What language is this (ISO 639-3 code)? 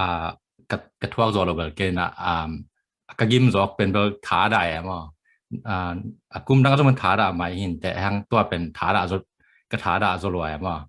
ctd